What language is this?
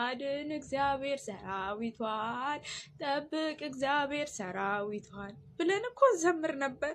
Amharic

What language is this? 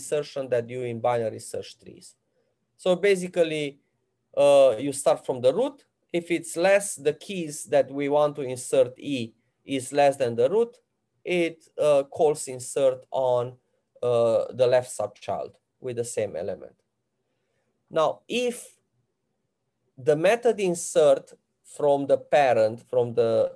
English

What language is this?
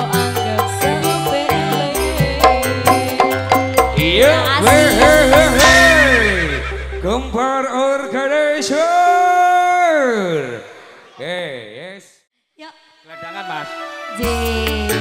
Indonesian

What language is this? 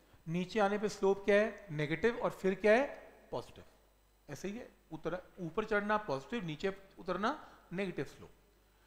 Hindi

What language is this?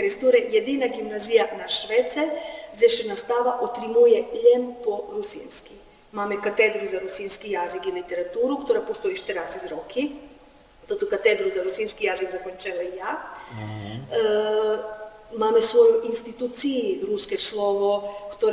Rusyn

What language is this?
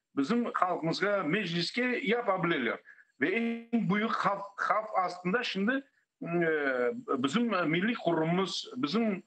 Crimean Tatar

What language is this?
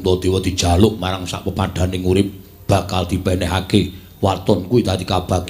Javanese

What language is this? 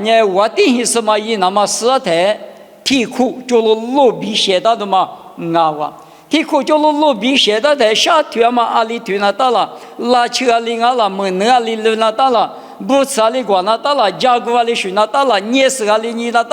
Lisu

